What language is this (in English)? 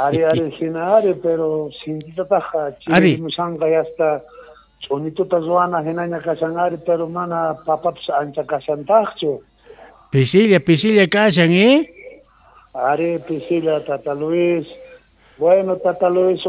South Bolivian Quechua